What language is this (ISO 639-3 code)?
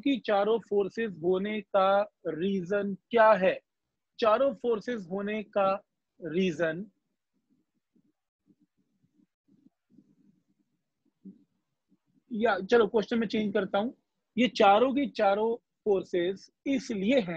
hin